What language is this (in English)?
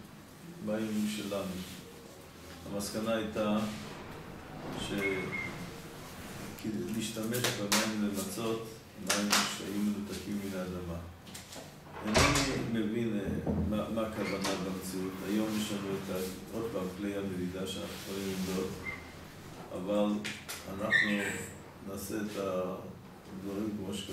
Hebrew